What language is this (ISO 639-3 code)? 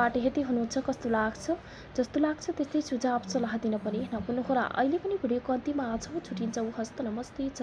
nep